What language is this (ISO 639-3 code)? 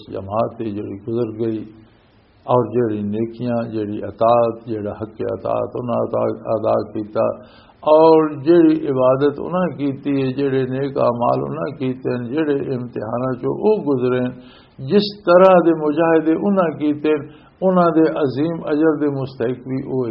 lah